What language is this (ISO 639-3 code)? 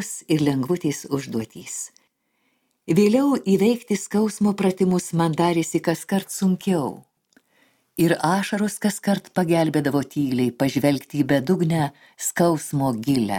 lit